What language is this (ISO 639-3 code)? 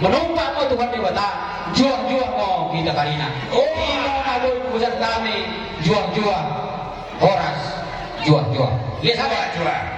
bbc